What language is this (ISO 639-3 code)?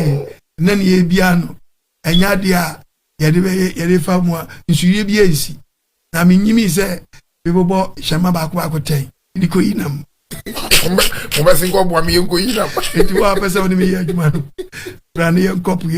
aka